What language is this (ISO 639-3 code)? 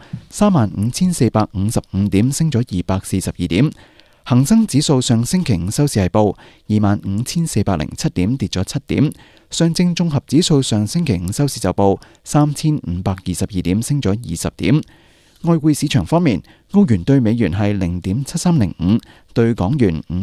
yue